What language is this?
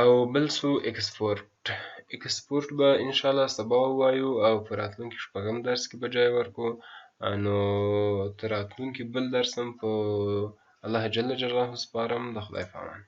Pashto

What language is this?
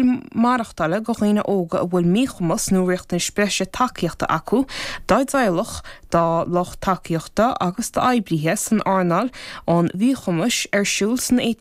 Irish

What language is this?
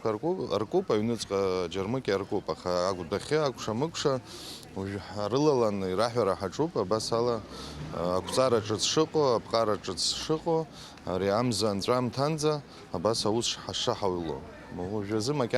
Abkhazian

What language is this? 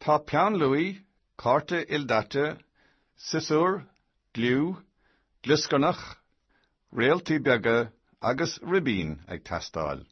Irish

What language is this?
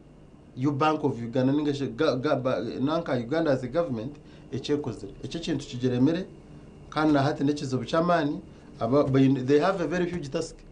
Nyankole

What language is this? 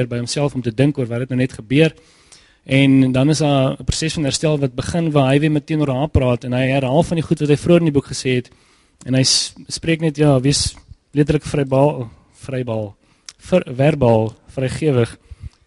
Afrikaans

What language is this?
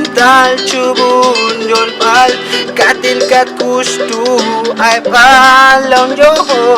Ixil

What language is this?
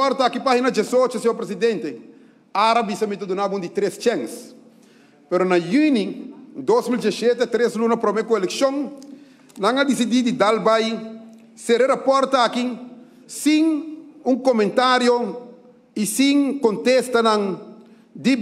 Papiamento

